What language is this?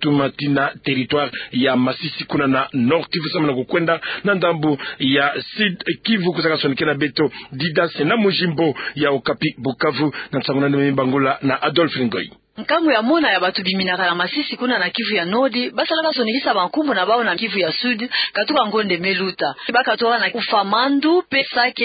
Kituba (Democratic Republic of Congo)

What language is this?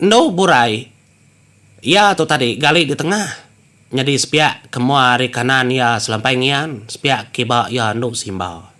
Iban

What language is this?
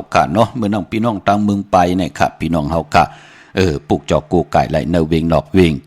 Shan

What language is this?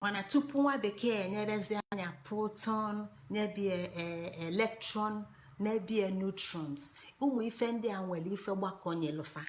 Igbo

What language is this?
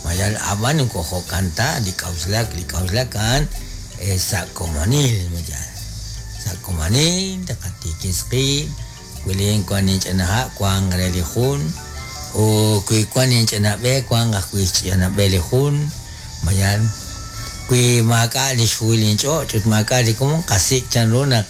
Kekchí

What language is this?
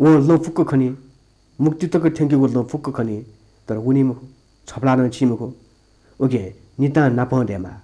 Newari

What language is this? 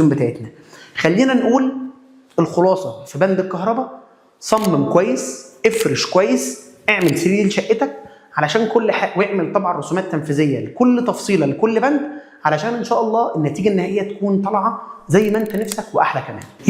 Egyptian Arabic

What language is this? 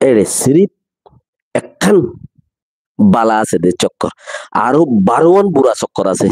Rohingya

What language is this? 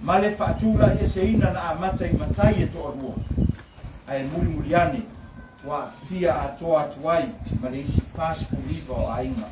Samoan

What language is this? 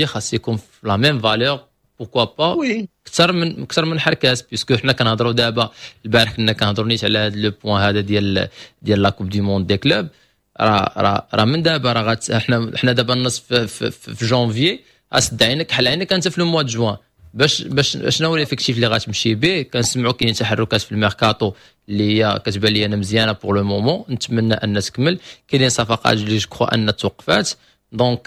Moroccan Arabic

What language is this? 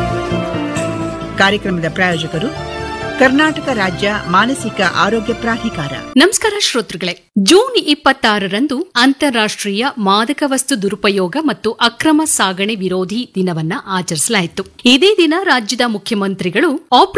Kannada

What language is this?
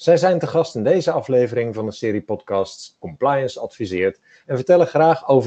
Dutch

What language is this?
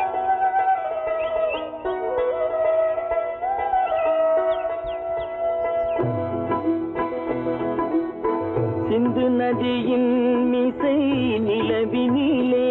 Tamil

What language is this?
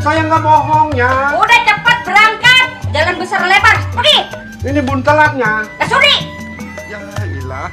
Betawi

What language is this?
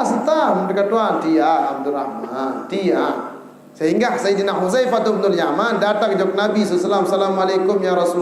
Sasak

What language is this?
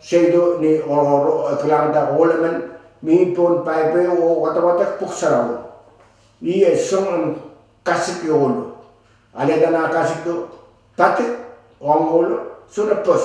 Pohnpeian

